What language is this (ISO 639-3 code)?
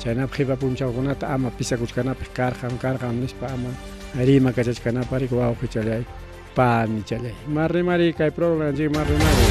quy